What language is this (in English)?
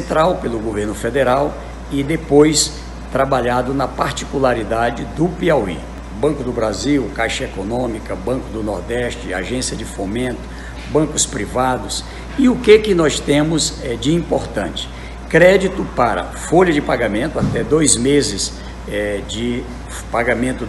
Portuguese